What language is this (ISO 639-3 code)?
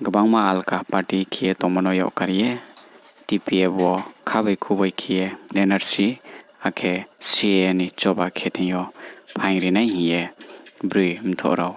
ria